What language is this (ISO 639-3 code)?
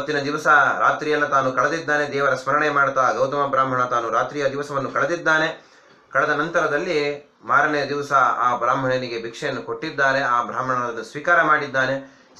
kan